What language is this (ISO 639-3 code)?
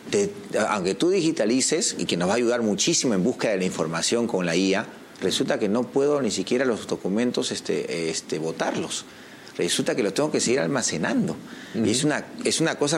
spa